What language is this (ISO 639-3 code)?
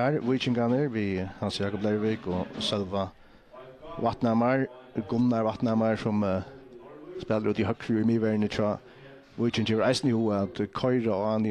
fao